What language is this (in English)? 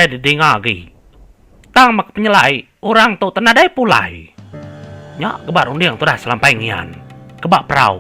Iban